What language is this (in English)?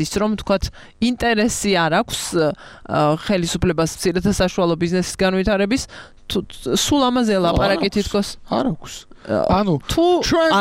Georgian